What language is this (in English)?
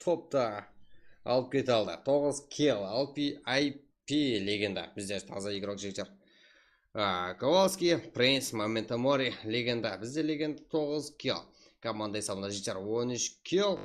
Kara-Kalpak